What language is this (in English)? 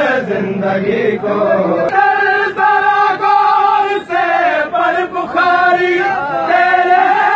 Urdu